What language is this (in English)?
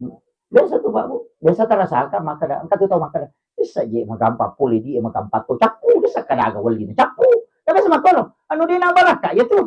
Buginese